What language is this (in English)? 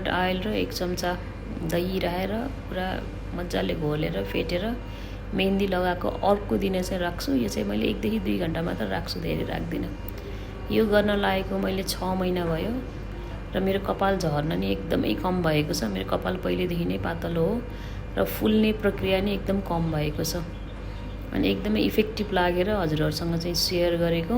Nepali